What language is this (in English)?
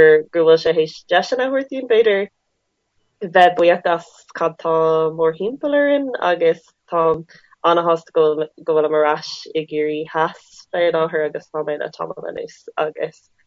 Irish